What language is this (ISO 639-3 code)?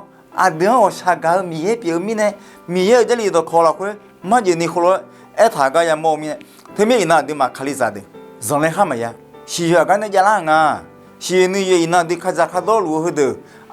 ahk